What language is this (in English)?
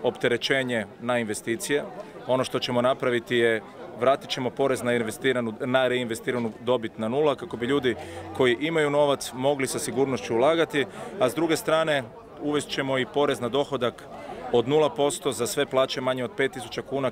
Croatian